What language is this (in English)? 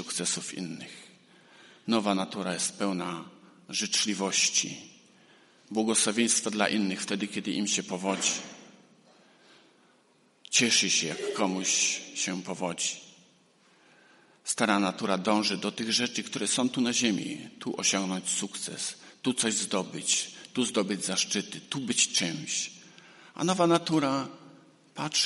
Polish